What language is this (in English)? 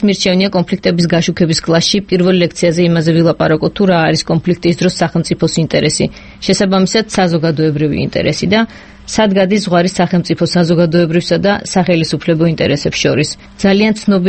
Georgian